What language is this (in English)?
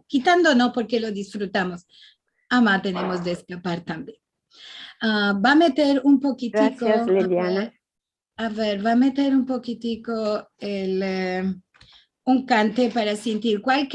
Ladino